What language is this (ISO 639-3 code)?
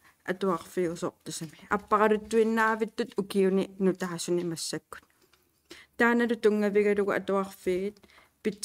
kal